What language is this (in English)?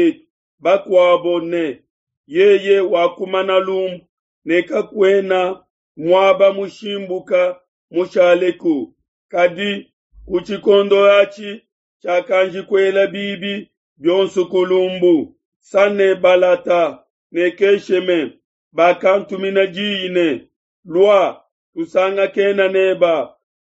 Luba-Lulua